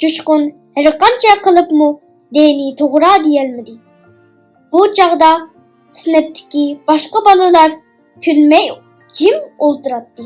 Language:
Uyghur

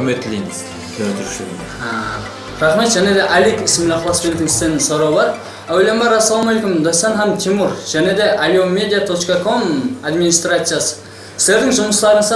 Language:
Kara-Kalpak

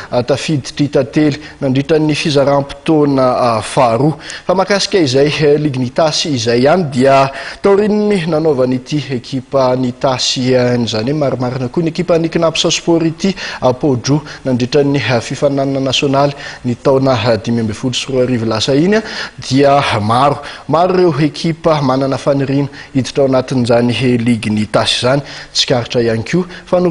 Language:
Malagasy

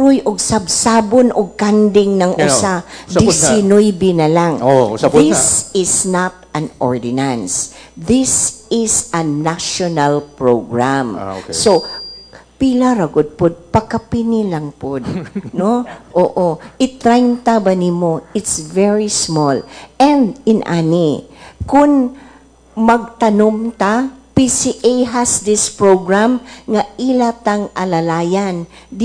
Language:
Cebuano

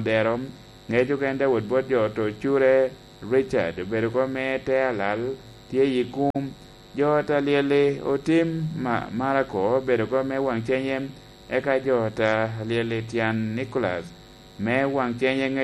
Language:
Lango (Uganda)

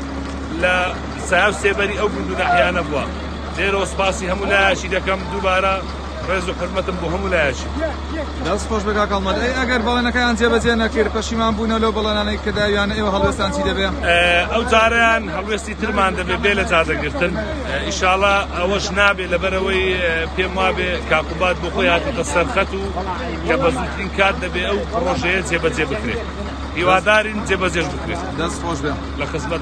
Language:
Central Kurdish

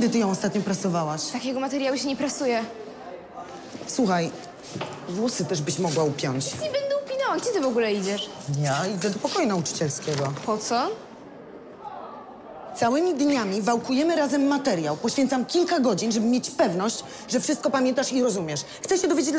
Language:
Polish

